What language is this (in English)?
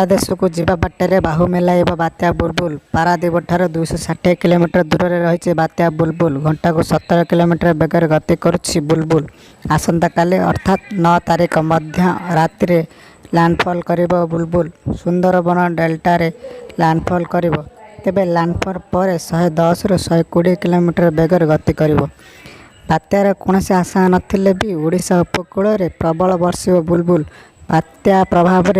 Odia